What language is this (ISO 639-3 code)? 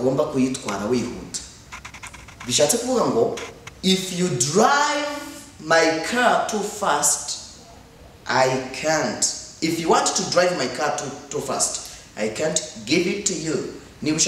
kin